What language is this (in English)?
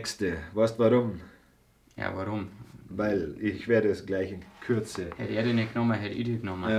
Bavarian